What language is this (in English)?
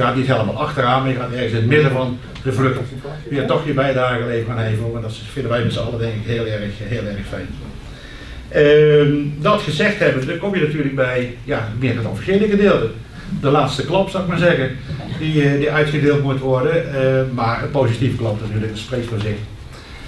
Dutch